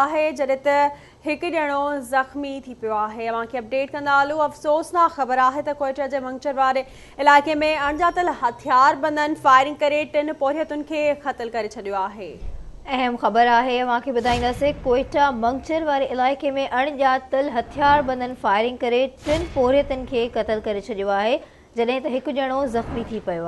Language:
Sindhi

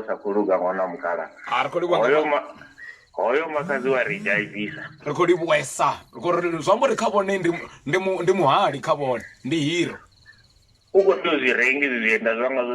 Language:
Venda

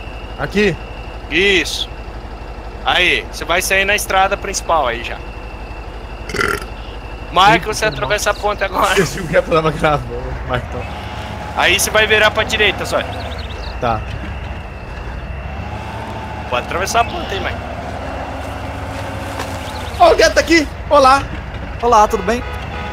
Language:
Portuguese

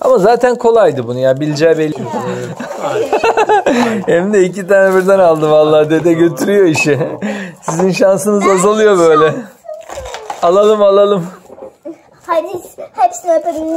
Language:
Turkish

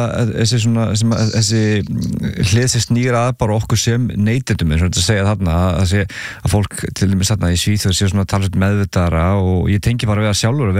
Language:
Icelandic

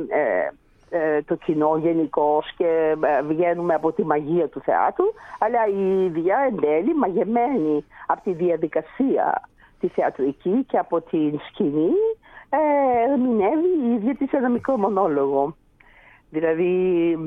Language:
Greek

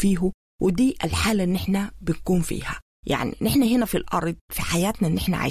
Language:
Sudanese Arabic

